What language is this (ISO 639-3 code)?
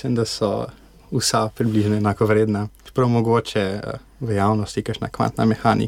slv